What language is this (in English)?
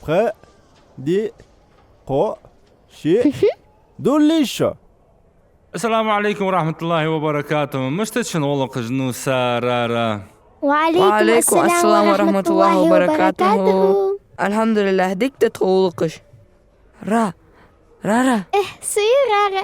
Ingush